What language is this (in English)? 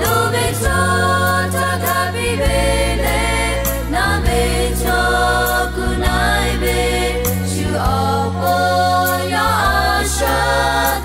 Lahu